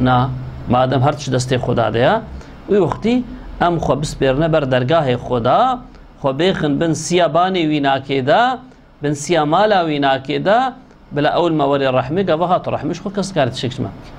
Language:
Kurdish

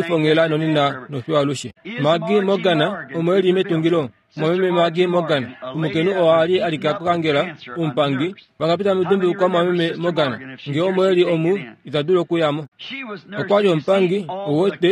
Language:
Kuanyama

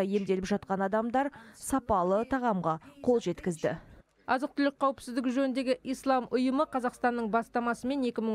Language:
Kazakh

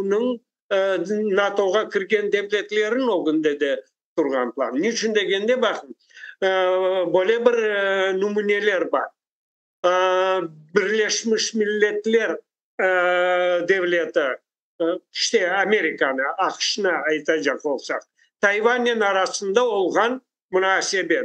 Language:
Crimean Tatar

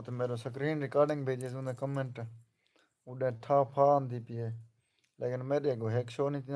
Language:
Saraiki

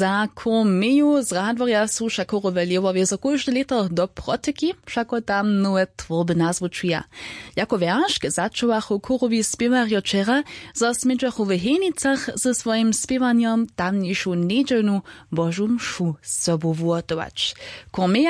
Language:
Upper Sorbian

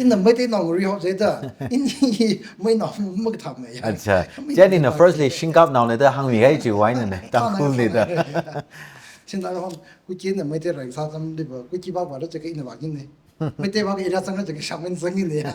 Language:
Tangkhul Naga (India)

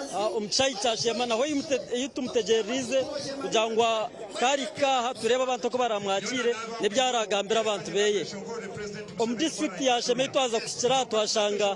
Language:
Nyankole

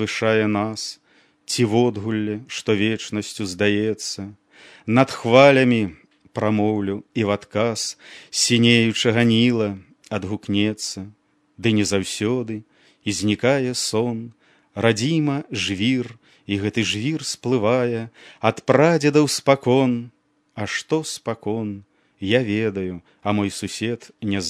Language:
Belarusian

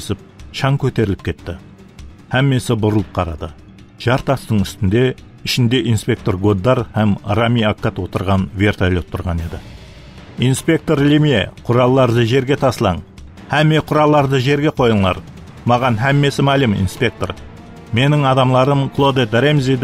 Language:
Kara-Kalpak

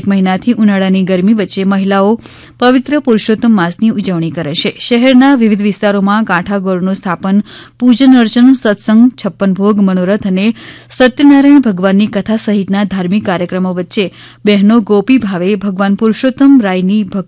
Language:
Gujarati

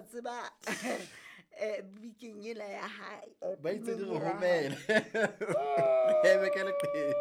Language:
Southern Sotho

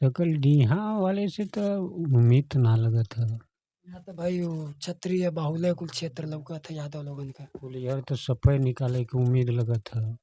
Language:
Bhojpuri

